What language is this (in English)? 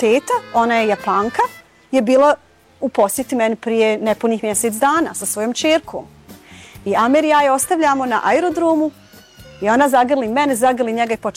Bosnian